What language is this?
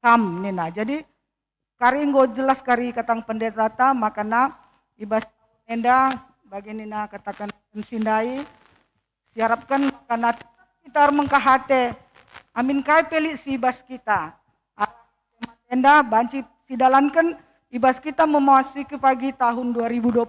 Batak Karo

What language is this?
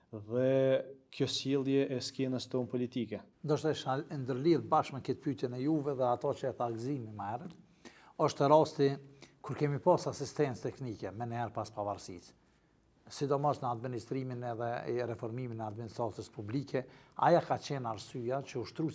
Albanian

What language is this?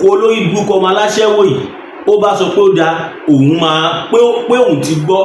Yoruba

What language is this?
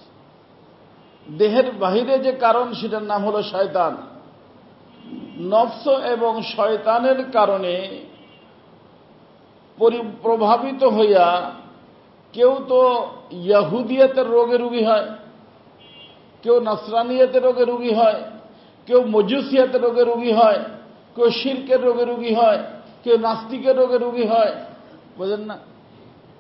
Bangla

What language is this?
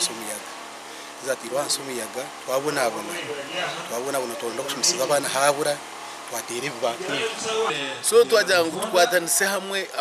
Nyankole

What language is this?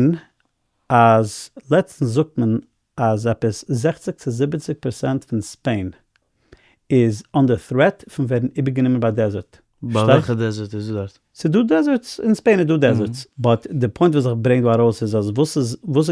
Yiddish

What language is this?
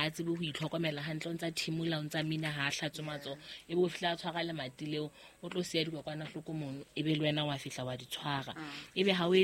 Southern Sotho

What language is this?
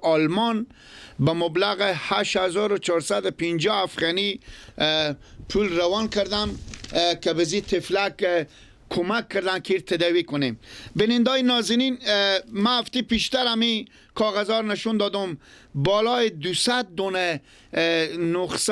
Persian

